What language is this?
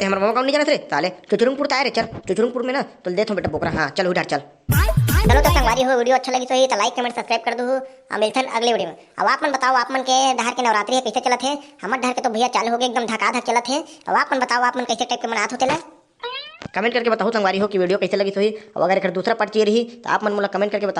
Chhattisgarhi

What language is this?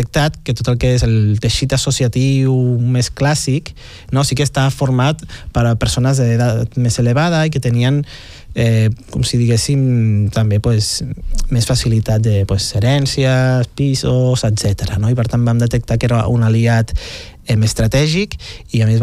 Catalan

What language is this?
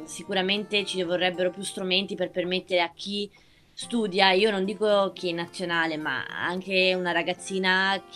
Italian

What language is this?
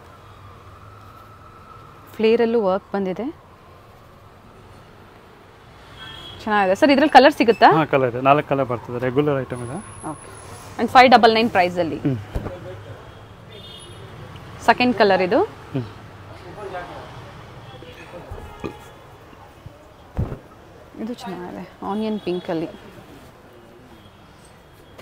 Kannada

